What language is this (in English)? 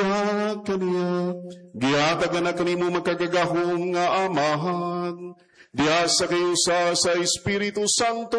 Cebuano